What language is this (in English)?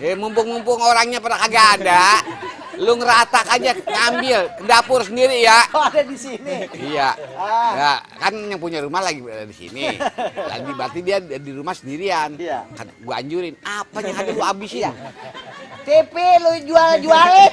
Betawi